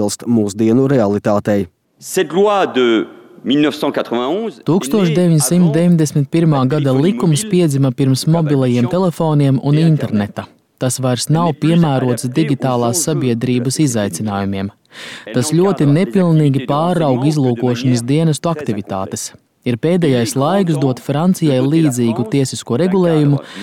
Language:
Latvian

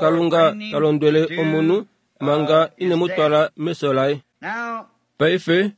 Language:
Kuanyama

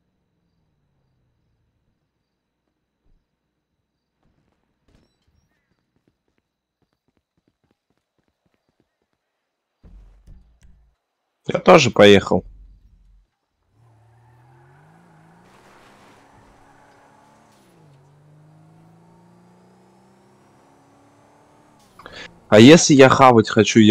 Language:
Russian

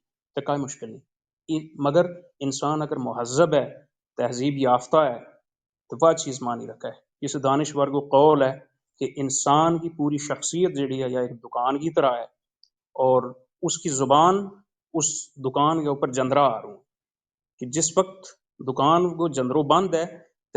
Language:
Gujari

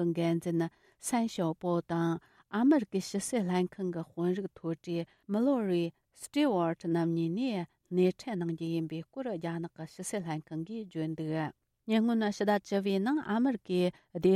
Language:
Tibetan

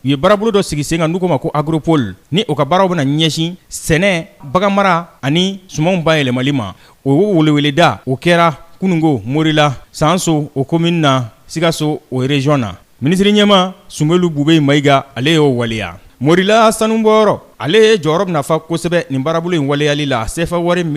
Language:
Bambara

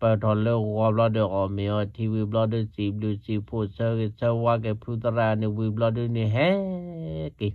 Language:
S'gaw Karen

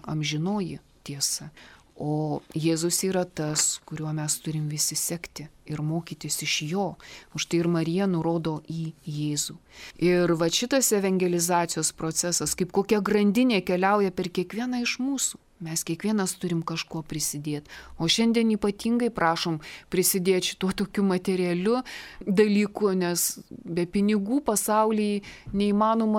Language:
Lithuanian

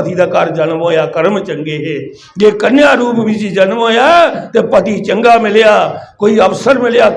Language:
Dogri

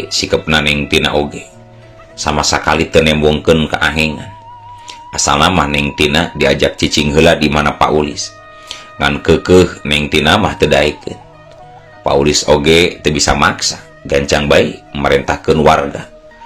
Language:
Sundanese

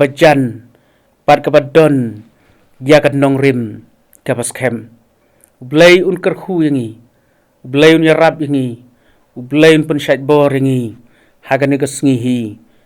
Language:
Khasi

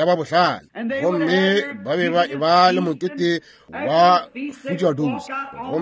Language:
Northern Sotho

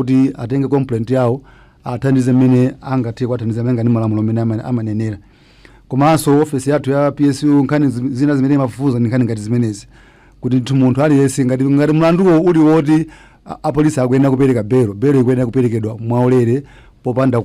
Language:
Nyanja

